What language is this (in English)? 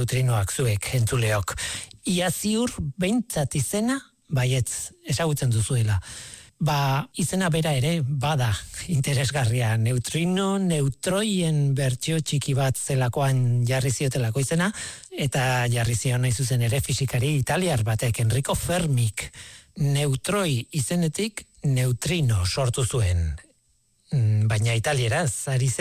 Basque